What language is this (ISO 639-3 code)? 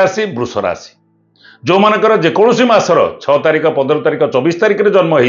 ori